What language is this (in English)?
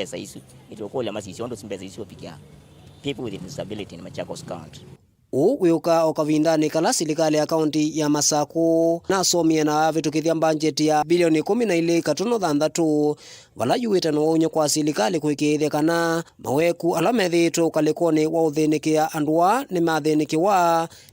Kamba